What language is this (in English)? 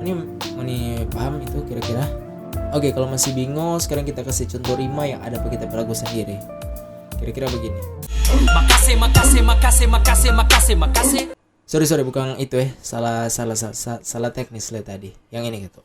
Manado Malay